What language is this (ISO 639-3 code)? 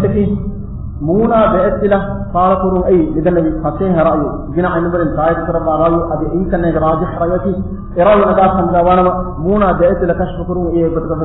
div